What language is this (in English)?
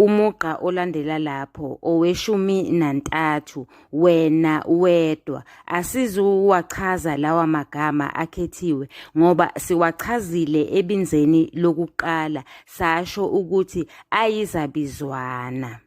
Zulu